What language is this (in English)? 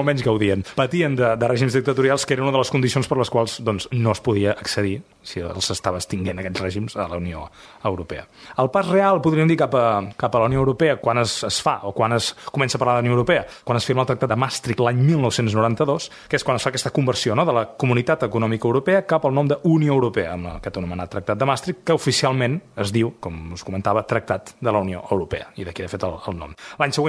Catalan